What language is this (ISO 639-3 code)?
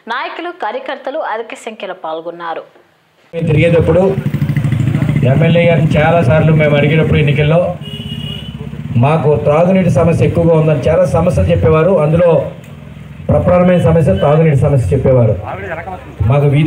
tel